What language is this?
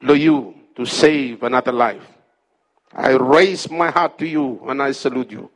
Bislama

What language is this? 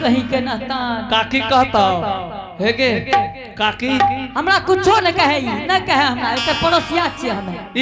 Angika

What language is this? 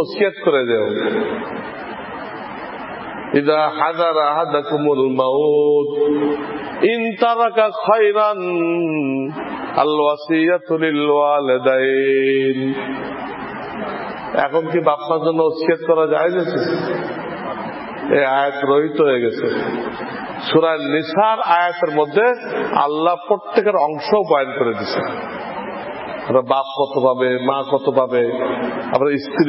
Bangla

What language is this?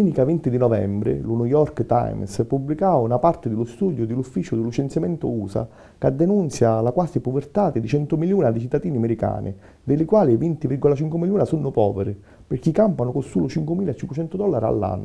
Sicilian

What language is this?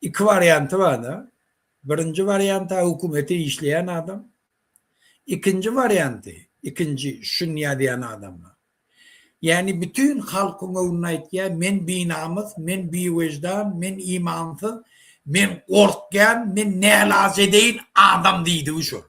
Turkmen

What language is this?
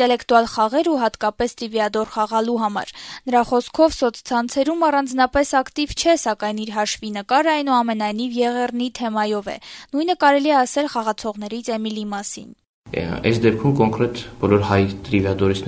Armenian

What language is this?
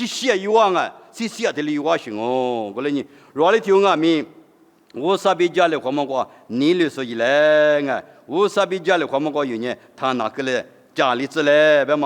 Lisu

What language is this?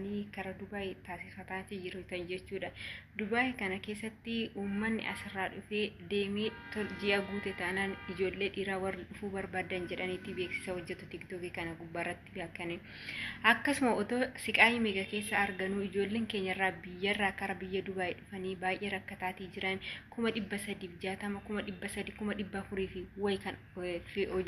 Oromo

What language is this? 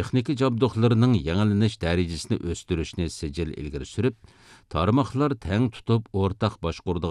Uyghur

